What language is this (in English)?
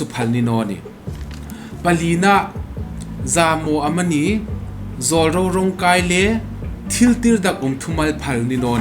Hmar